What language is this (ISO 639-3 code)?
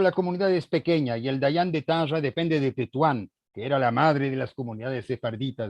lad